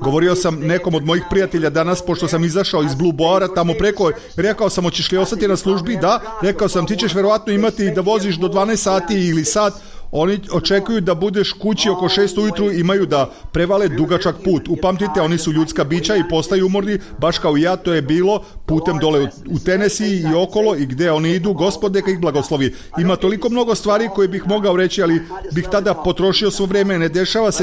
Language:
Serbian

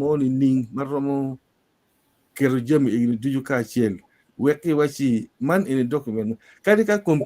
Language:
Acoli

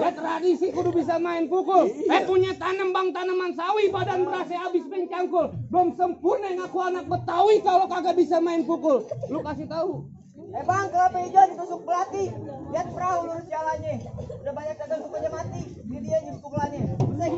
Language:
Betawi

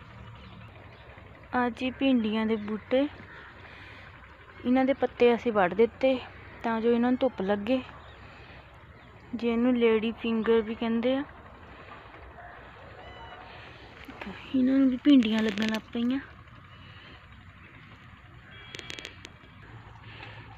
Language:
Punjabi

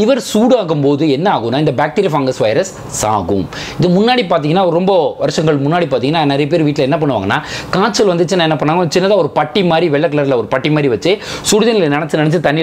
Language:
Tamil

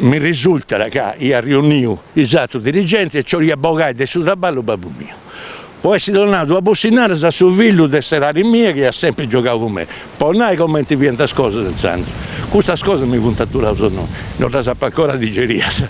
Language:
Sardinian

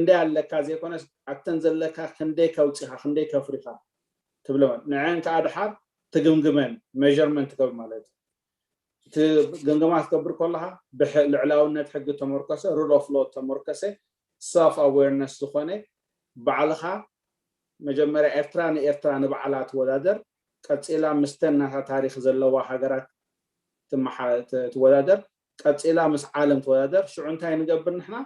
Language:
Tigrinya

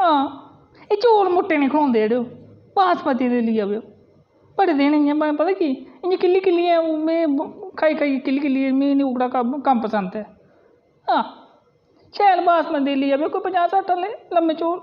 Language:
Dogri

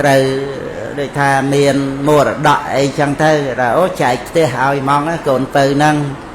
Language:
Khmer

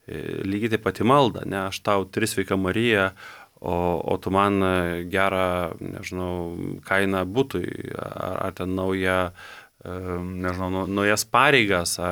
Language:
Lithuanian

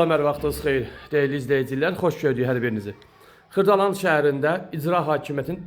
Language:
Azerbaijani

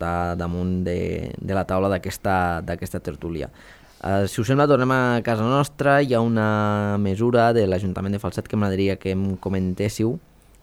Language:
Catalan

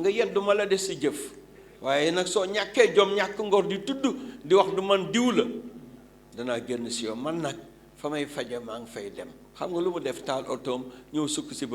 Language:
Wolof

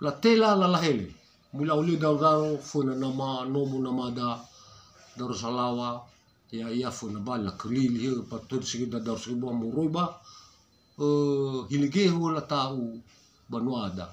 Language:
Nias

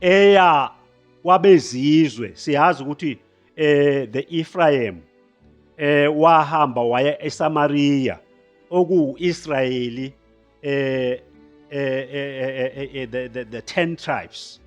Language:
Zulu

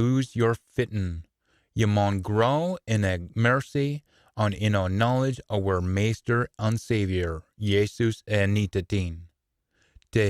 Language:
Scots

